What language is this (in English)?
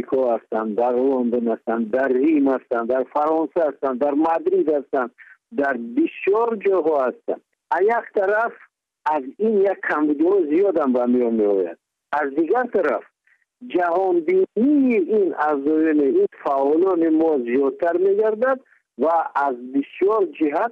Tajik